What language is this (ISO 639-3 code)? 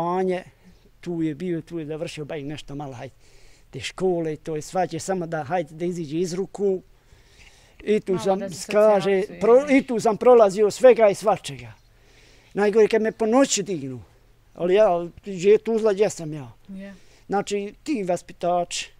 bos